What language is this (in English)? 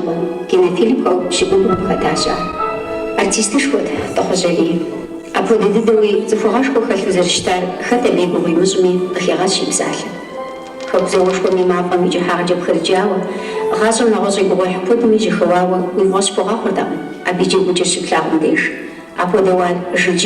Kabardian